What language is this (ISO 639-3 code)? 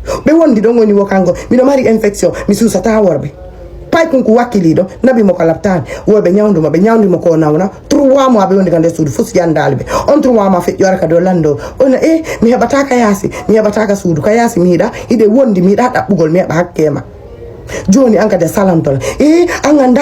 ful